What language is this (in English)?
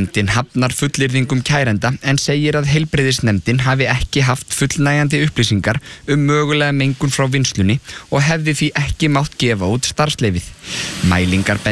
Icelandic